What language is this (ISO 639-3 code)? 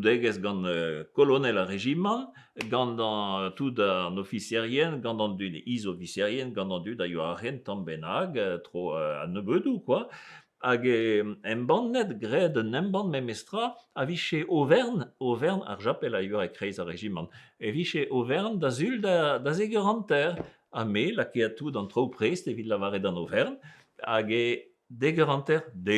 bre